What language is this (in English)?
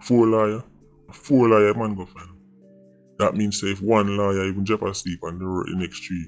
Jamaican Creole English